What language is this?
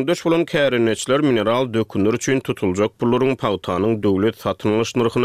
Turkmen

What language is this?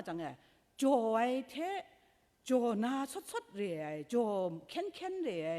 Kachin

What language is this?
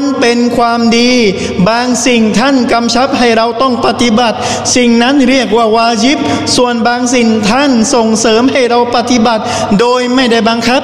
Thai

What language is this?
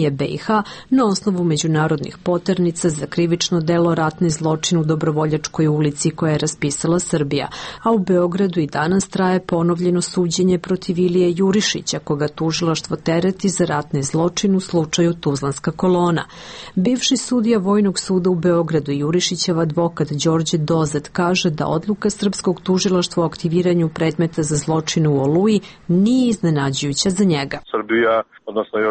Serbian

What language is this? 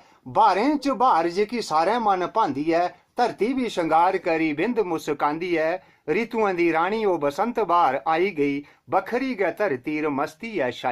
Dogri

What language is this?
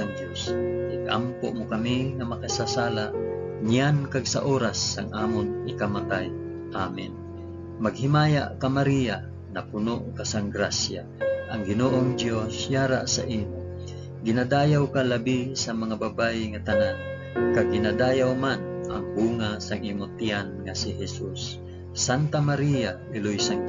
Hiligaynon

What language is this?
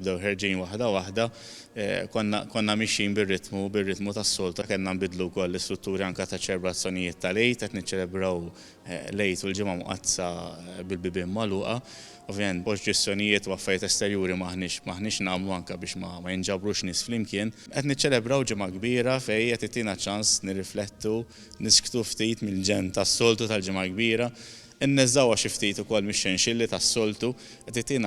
Maltese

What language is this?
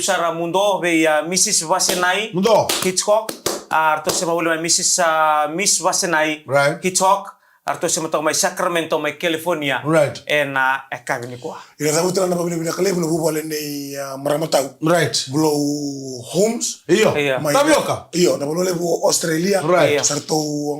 Fijian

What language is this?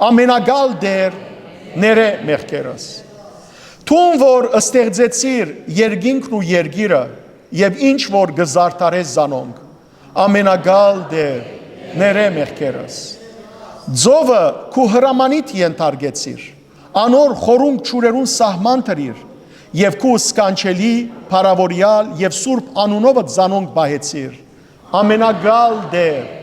Western Armenian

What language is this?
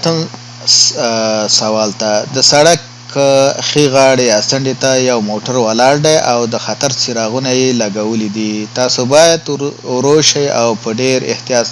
Pashto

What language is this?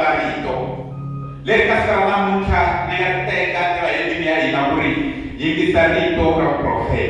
Tsonga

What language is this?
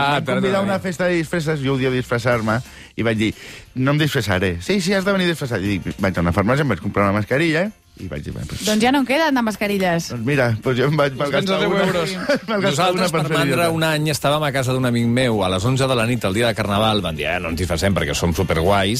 Catalan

